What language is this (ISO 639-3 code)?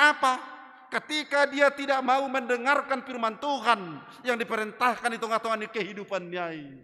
bts